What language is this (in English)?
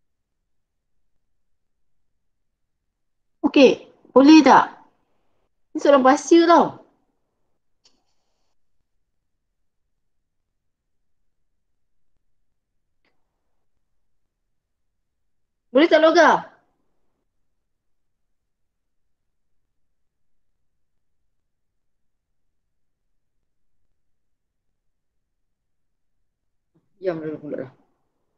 Malay